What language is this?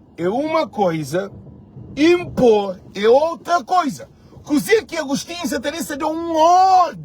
Kabuverdianu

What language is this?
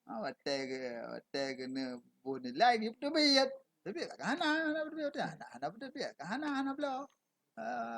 Achinese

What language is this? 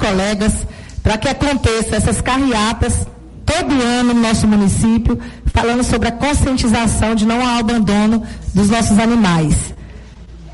Portuguese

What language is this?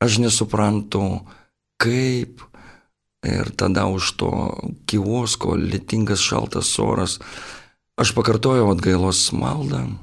Lithuanian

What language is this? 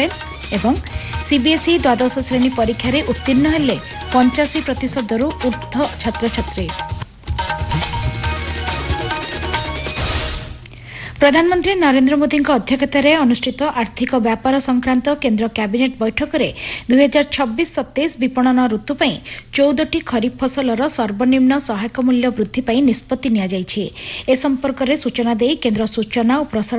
Odia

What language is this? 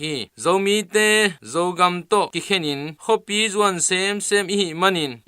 Tedim Chin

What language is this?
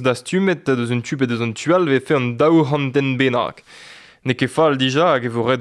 Breton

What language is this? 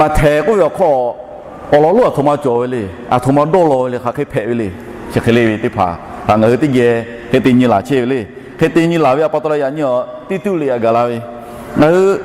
Lahu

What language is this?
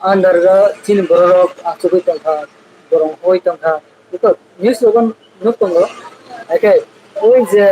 Kok Borok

